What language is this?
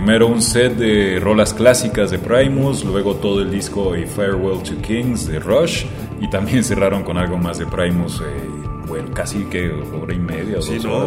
Spanish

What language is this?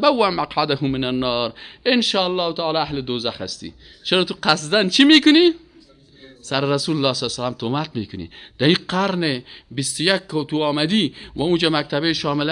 Persian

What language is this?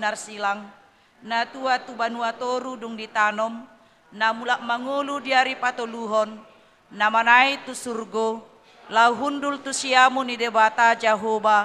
Batak Toba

